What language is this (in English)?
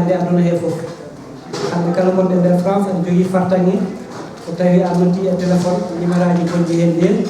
Fula